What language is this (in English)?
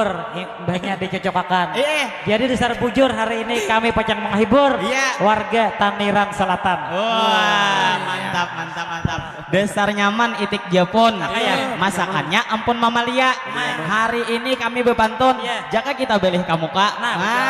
Banjar